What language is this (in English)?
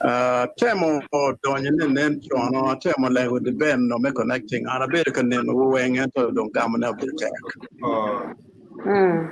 Acoli